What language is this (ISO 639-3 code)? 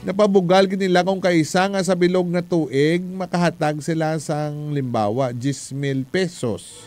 hil